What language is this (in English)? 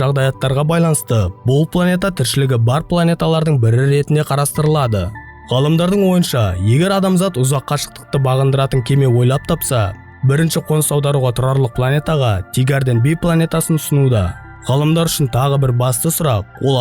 Kazakh